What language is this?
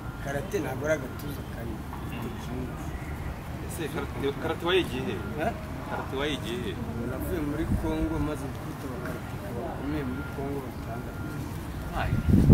Kinyarwanda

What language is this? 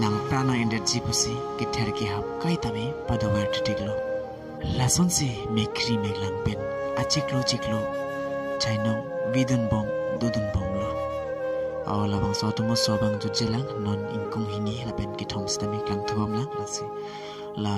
Karbi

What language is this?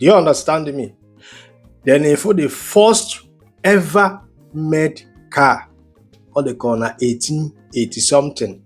Igbo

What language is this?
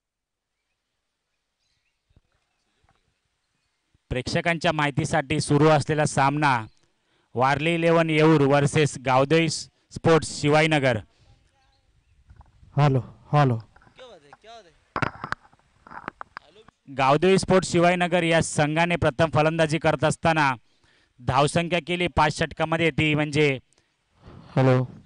Marathi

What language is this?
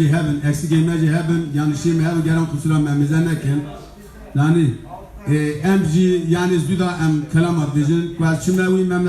Kurdish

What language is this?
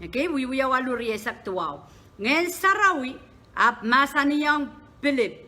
Pohnpeian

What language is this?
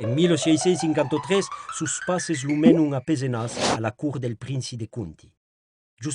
Occitan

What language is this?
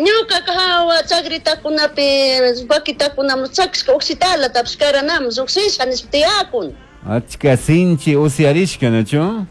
Chimborazo Highland Quichua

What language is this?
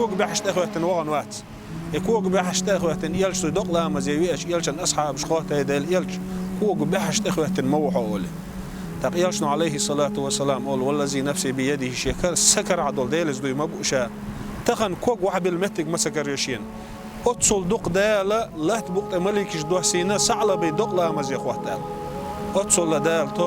Chechen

